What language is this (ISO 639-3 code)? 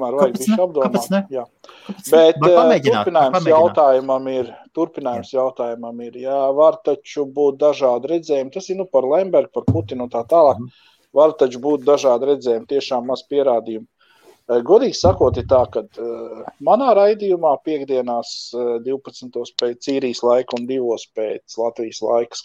lav